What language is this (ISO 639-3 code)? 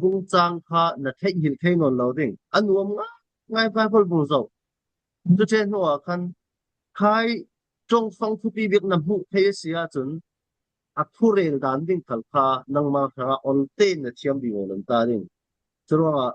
cfm